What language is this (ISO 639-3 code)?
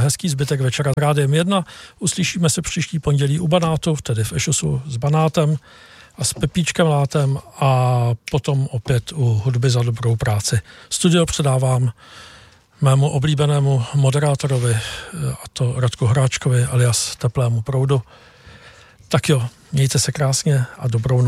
ces